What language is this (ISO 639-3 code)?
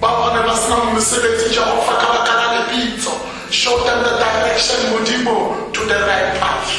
tsn